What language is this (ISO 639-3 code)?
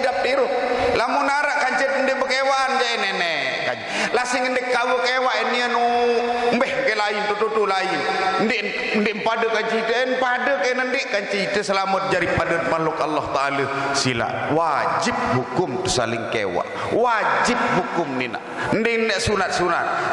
sas